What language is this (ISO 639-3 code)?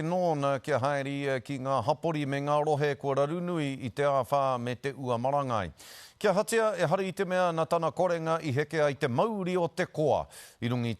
mri